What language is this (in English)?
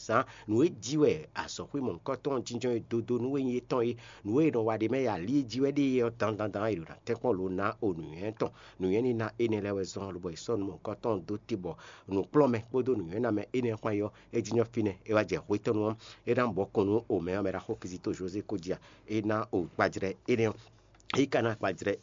Fon